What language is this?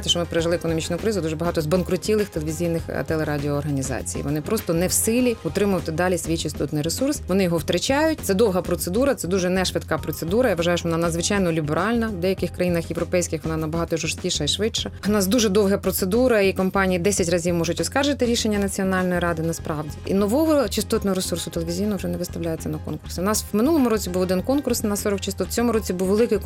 Ukrainian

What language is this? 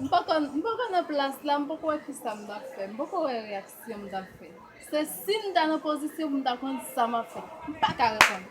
Haitian Creole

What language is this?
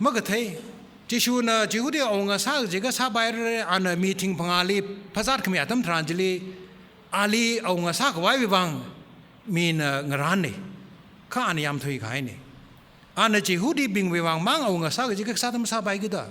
Tangkhul Naga (India)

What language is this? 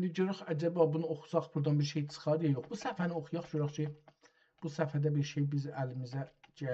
South Azerbaijani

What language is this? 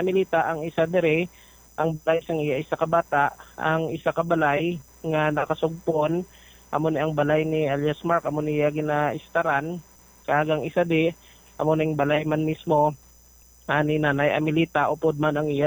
Hiligaynon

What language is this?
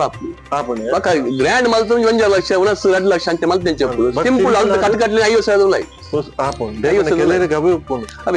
Tulu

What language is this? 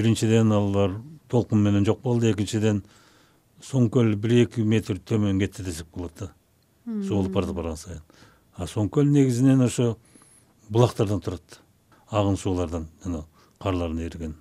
Kyrgyz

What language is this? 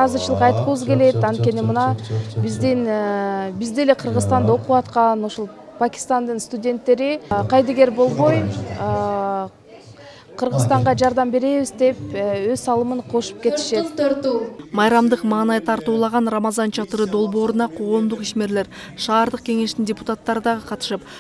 Kyrgyz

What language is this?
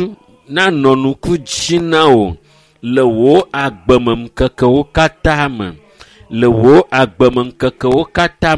Ewe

